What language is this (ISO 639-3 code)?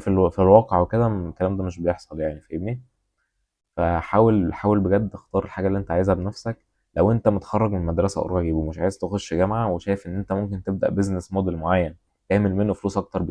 arz